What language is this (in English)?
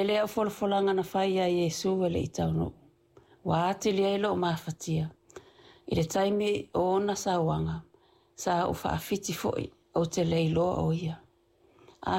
Samoan